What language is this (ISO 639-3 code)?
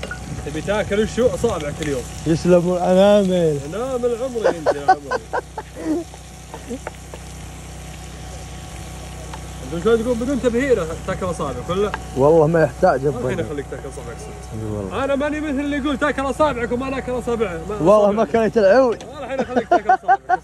ara